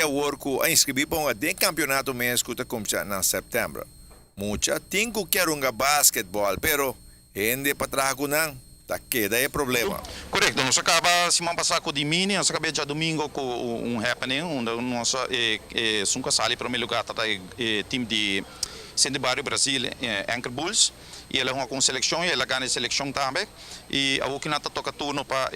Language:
Papiamento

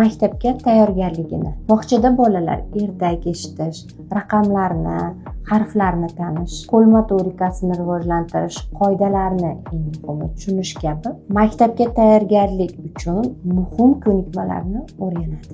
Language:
Uzbek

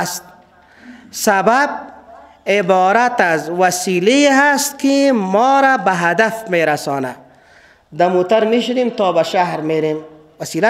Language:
Persian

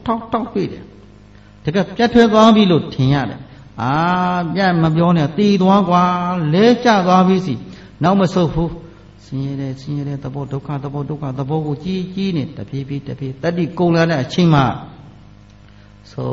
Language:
Burmese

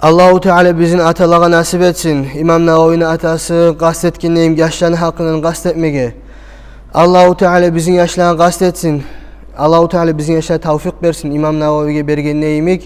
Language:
Kumyk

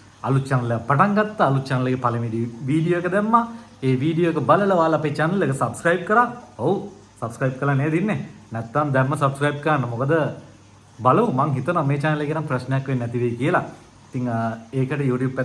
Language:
Sinhala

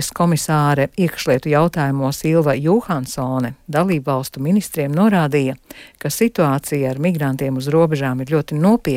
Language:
Latvian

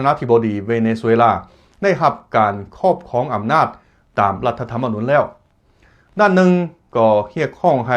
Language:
Lao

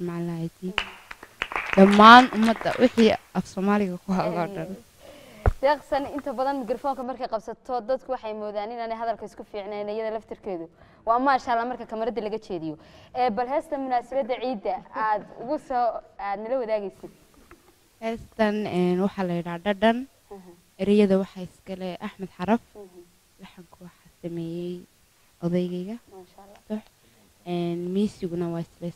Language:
Somali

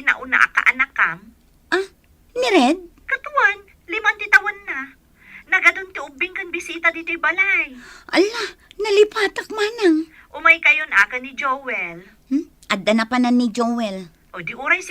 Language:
Iloko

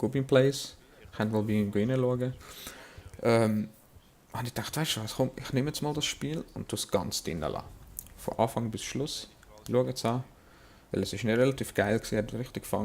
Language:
Swiss German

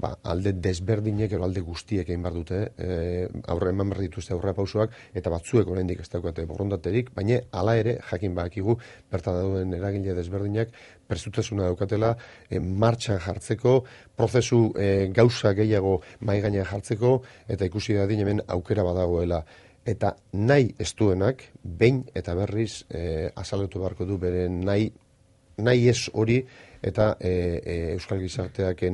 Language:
Basque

